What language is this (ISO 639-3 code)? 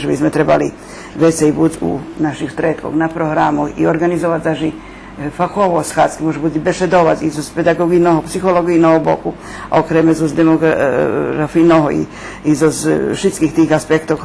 rue